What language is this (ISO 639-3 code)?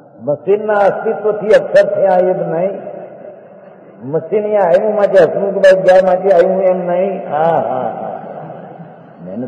guj